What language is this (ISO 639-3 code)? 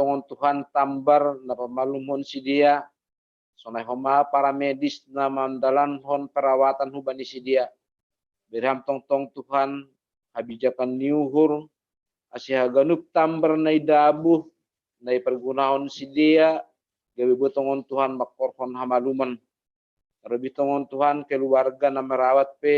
bts